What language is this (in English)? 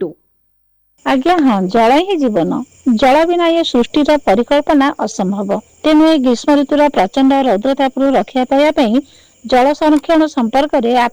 Odia